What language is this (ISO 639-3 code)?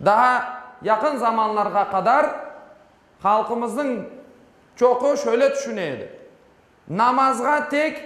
crh